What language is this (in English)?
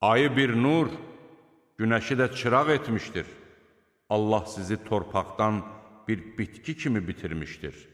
Azerbaijani